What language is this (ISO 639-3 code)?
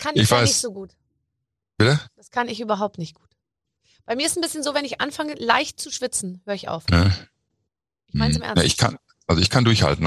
deu